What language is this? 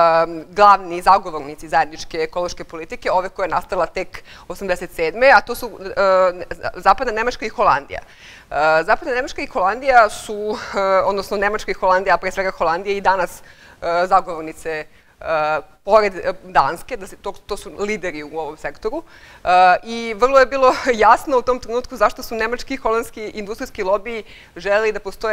Serbian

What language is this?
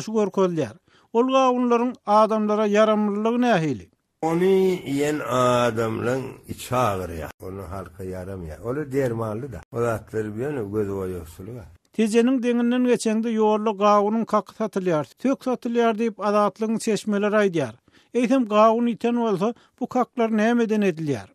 Turkmen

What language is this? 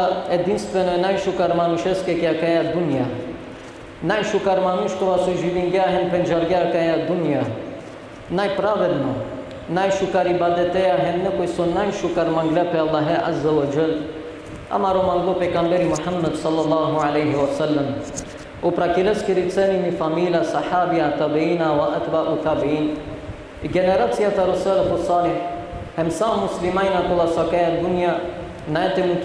Balkan Romani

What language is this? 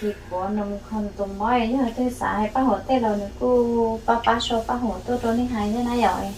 Hmong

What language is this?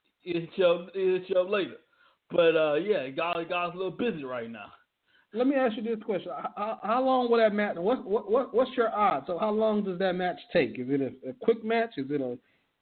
English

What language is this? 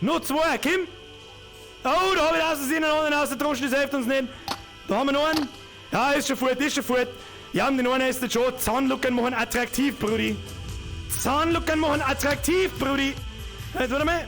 Bavarian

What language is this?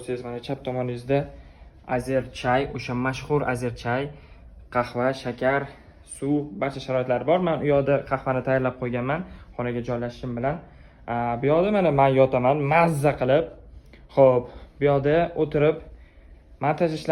Uzbek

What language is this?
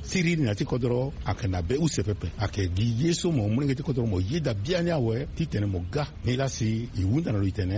Sango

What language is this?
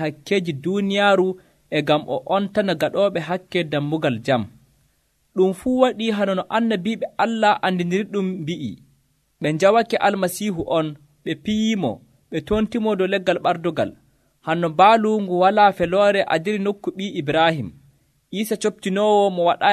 Nigerian Fulfulde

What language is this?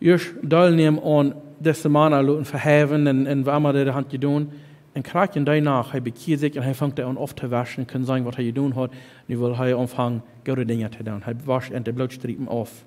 Plautdietsch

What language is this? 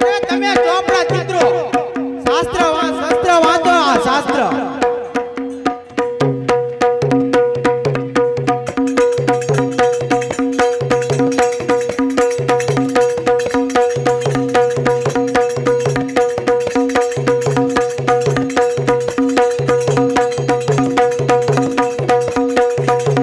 Gujarati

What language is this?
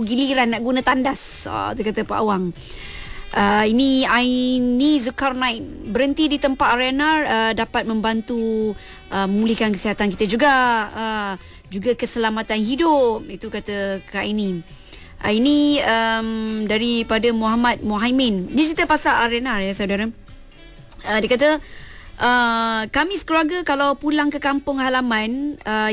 Malay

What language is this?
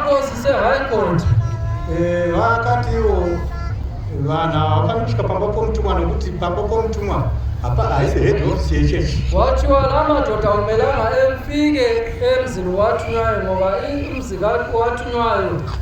Shona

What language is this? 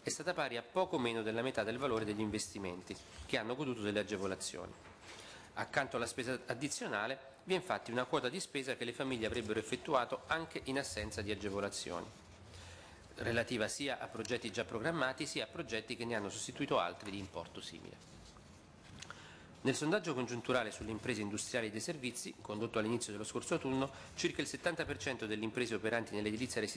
Italian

